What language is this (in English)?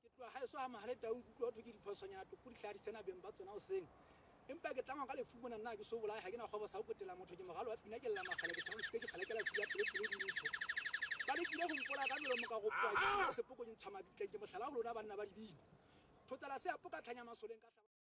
Southern Sotho